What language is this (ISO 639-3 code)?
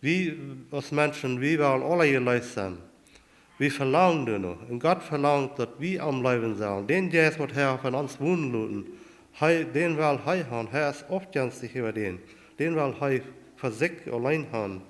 pdt